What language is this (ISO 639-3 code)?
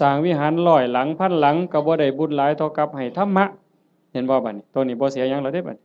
tts